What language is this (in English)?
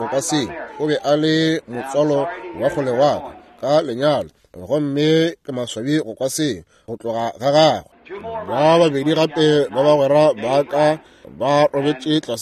Northern Sotho